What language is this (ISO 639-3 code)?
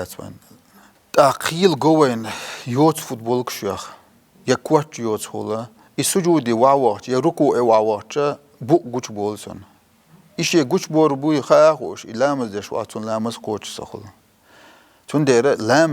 che